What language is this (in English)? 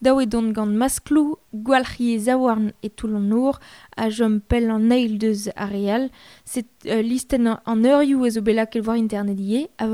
Breton